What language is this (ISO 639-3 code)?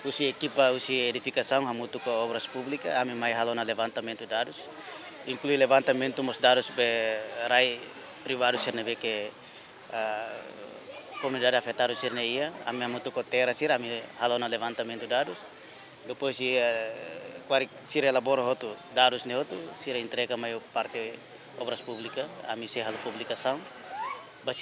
tet